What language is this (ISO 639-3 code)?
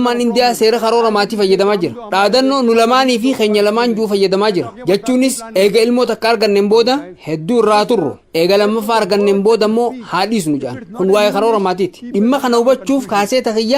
orm